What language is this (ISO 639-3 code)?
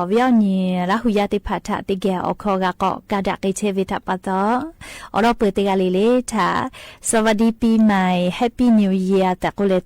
lhu